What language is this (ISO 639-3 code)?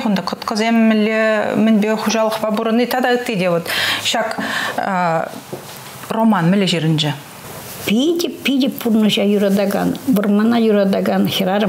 chv